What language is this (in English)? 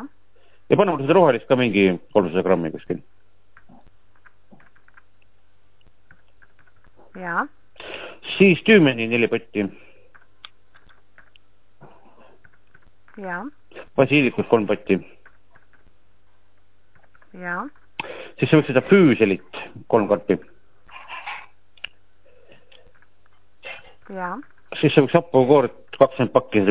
Estonian